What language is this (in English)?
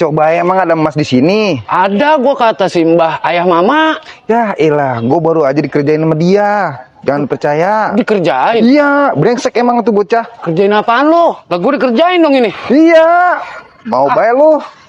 Betawi